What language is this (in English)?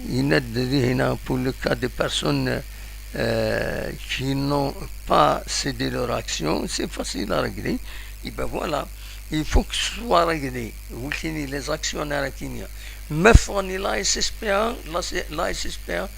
Kabyle